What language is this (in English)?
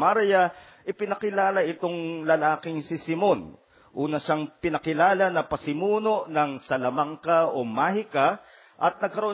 Filipino